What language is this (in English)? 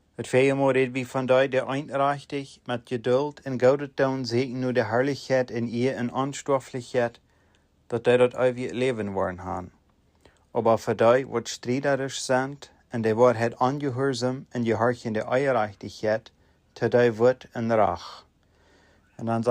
Plautdietsch